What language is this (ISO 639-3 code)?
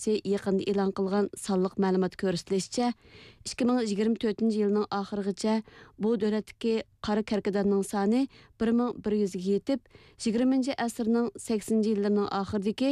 uig